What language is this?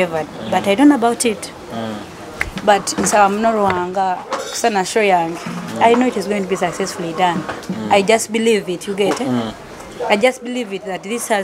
Nyoro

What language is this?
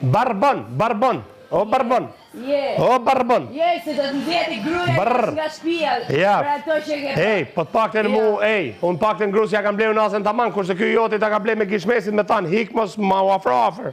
Albanian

